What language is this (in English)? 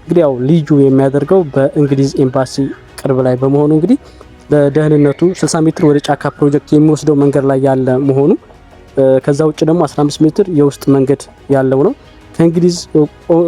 Amharic